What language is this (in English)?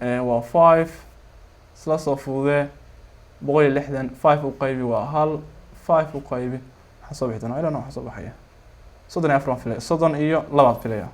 Somali